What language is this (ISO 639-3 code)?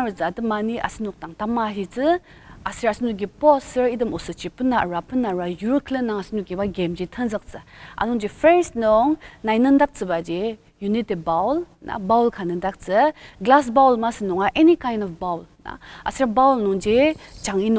njo